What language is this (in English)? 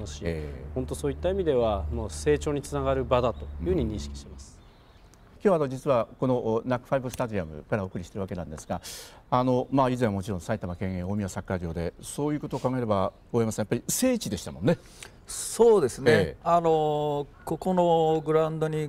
Japanese